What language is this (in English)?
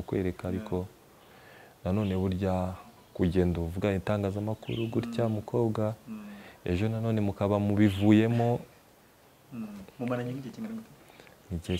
Kinyarwanda